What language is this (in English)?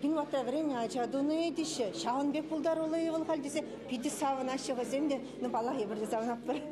Chuvash